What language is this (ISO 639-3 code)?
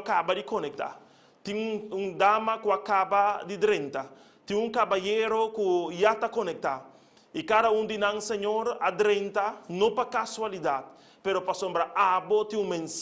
pap